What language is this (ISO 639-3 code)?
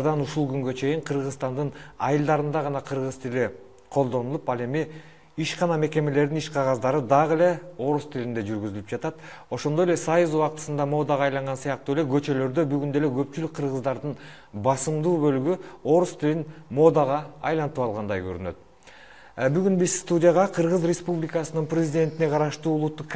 kir